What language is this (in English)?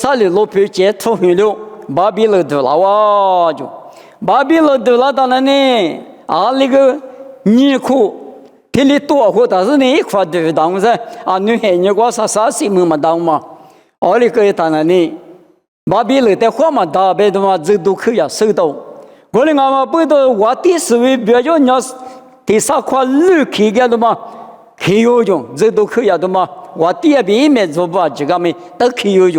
Lisu